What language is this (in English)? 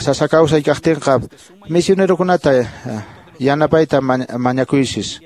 Quechua